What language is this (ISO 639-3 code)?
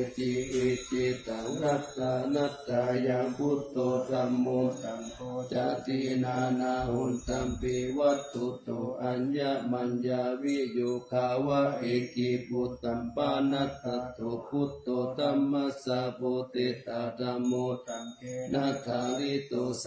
pli